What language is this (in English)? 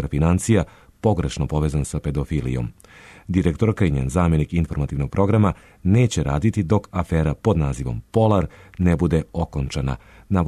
Serbian